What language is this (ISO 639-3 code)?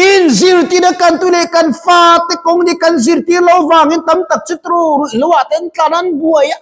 lus